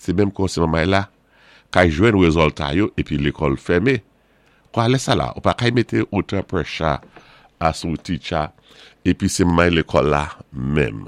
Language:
Saint Lucian Creole French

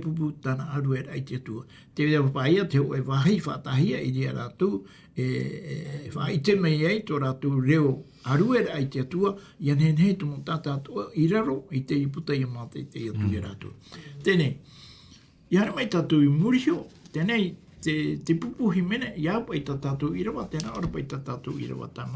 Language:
Tahitian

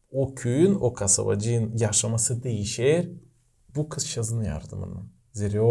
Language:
Gagauz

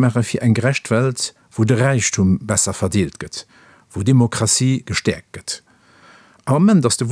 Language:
Luxembourgish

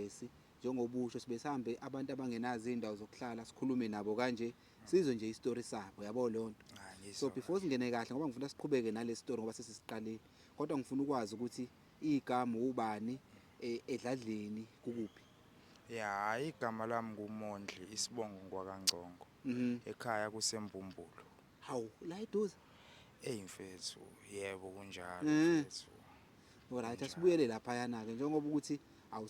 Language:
Zulu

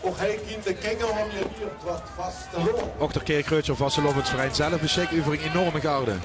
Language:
Limburgish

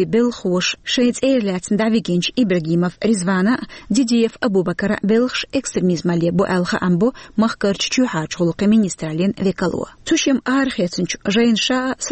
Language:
Chechen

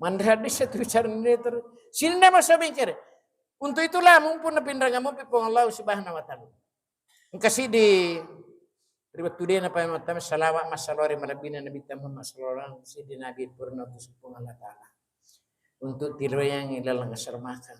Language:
Buginese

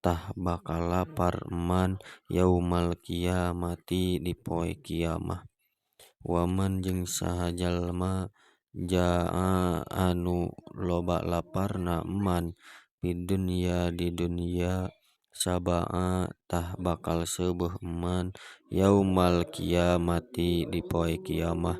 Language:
Sundanese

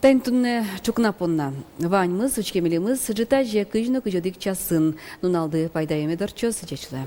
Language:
Udmurt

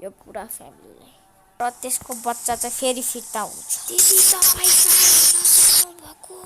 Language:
Nepali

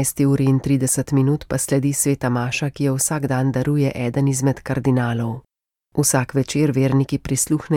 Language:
Slovenian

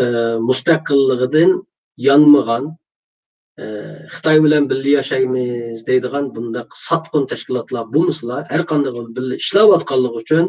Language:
Uyghur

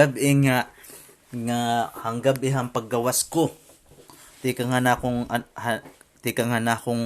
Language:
Waray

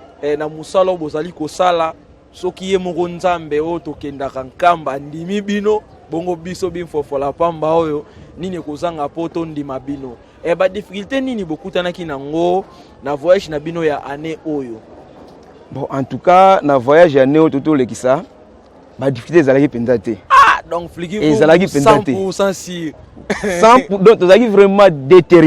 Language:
Lingala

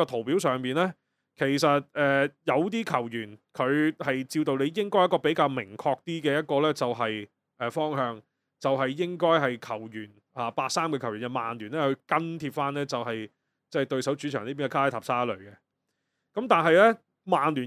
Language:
Cantonese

